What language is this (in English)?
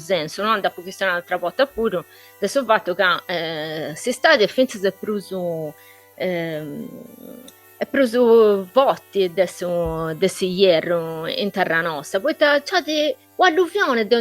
Sardinian